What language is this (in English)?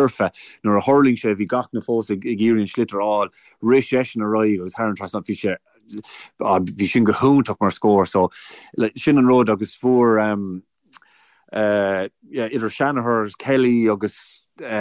Irish